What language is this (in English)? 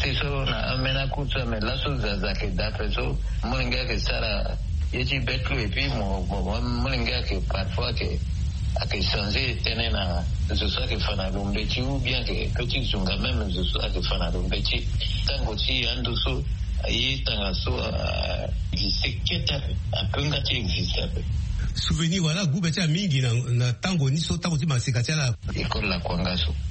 Sango